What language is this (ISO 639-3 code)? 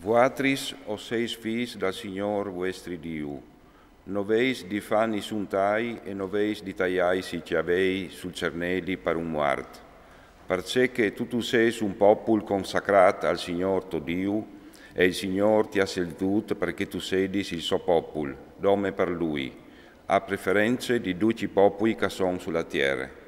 fur